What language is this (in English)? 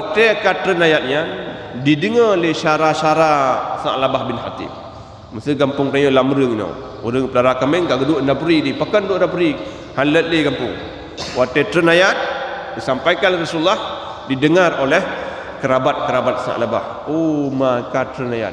Achinese